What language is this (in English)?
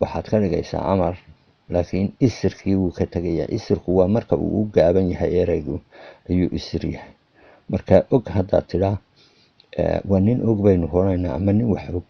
Somali